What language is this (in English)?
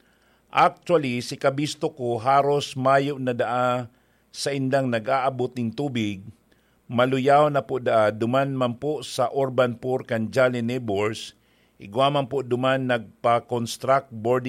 Bikol